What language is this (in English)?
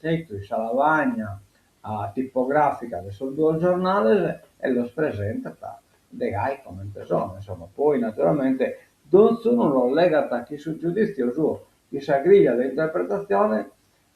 Sardinian